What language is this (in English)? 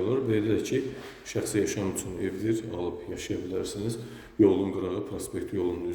Azerbaijani